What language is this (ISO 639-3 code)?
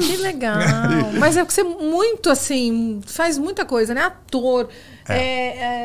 por